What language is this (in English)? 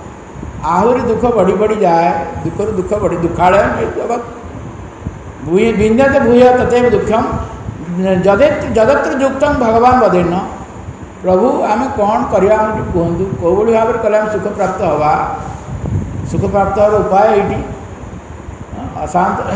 Odia